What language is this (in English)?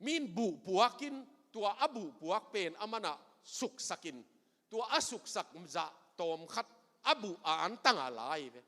Tedim Chin